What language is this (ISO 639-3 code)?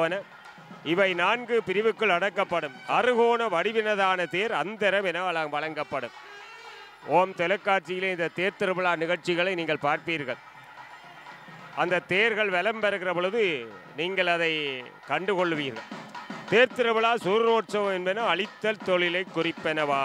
tam